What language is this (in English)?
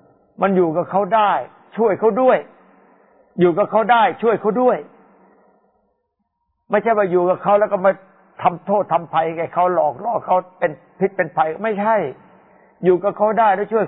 Thai